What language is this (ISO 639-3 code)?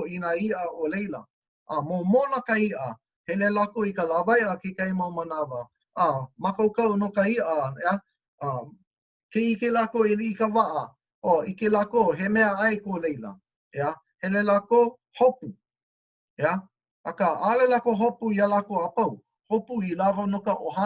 haw